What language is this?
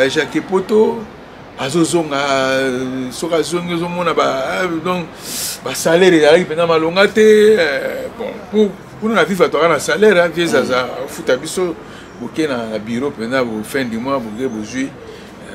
Lingala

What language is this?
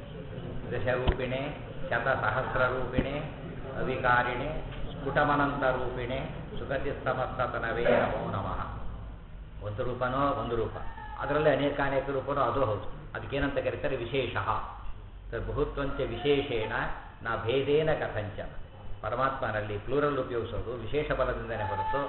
Kannada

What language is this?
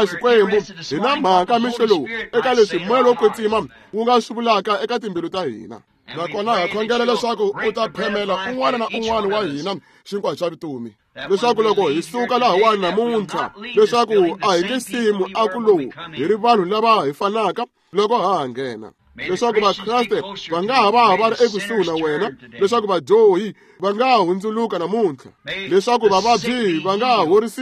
Tsonga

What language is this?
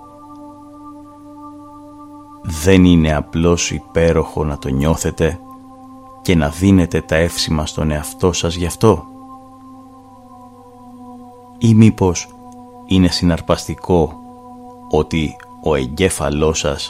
Greek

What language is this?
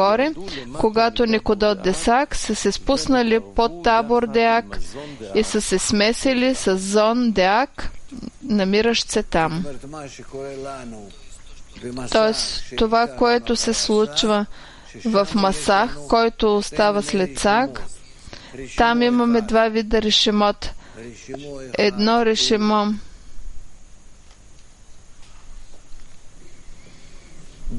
Bulgarian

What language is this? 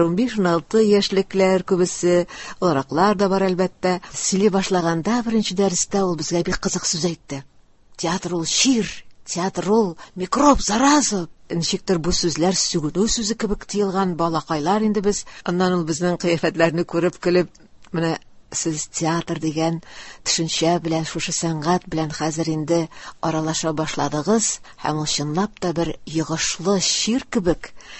Tatar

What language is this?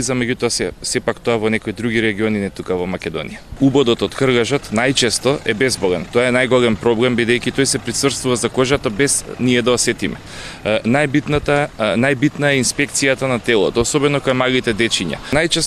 Macedonian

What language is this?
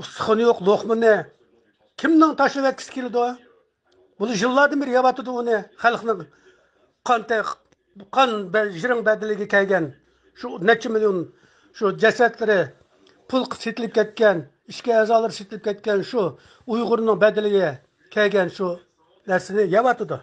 Uyghur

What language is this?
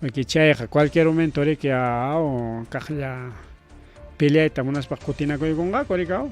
Ayacucho Quechua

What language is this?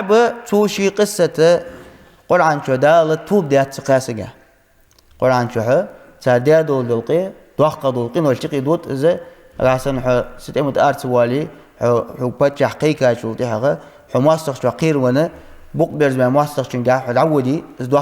Ingush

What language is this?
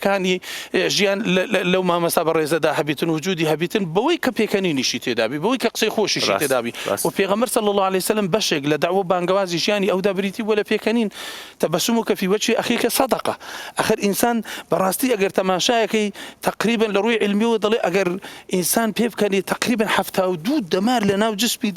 Central Kurdish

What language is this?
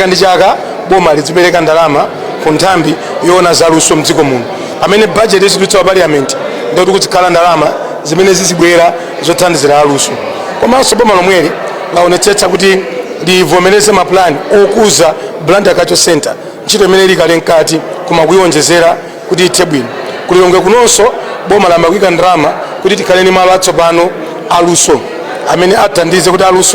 Nyanja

